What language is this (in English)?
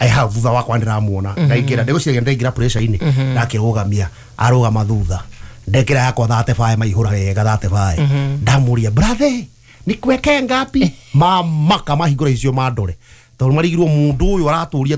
Kikuyu